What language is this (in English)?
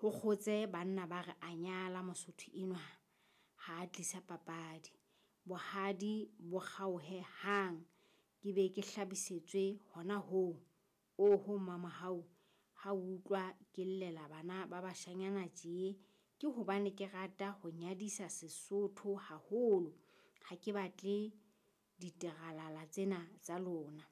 Southern Sotho